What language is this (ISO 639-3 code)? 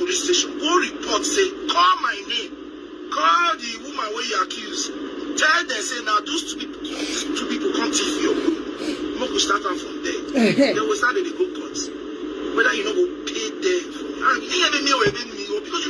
pcm